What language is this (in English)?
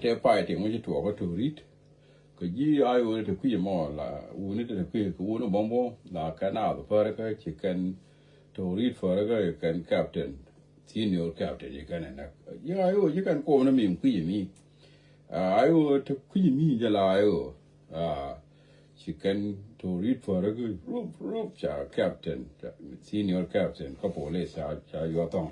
Nuer